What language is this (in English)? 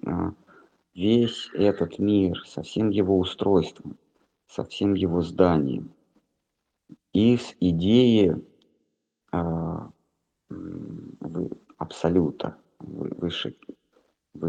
Russian